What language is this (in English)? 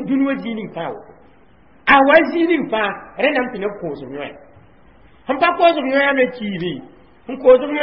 Mossi